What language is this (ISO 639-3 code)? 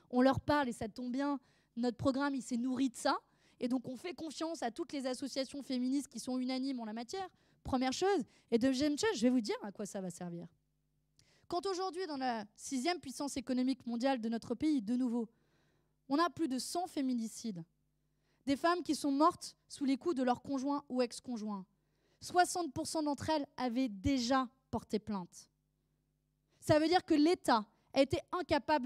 fra